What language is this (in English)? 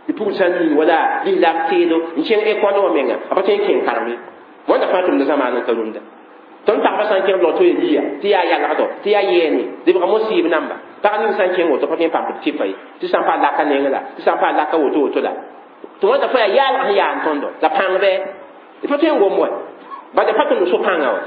Mossi